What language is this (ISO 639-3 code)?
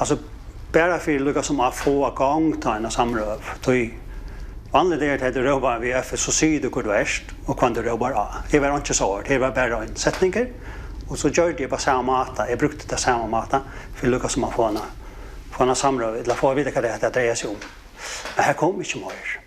fao